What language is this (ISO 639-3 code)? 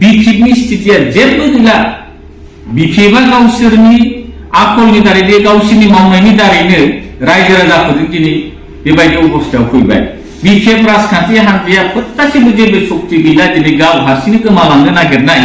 brx